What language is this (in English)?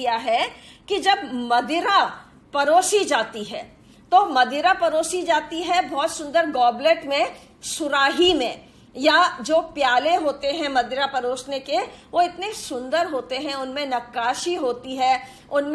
Hindi